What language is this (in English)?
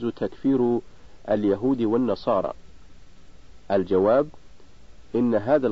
Arabic